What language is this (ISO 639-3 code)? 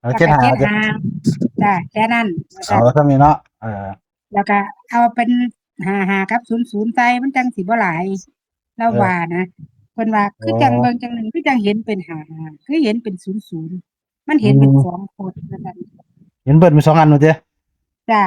tts